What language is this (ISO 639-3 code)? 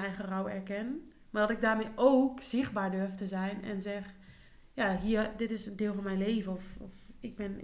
nld